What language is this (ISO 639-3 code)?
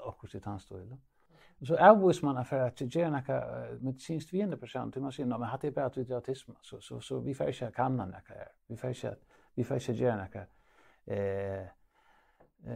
fao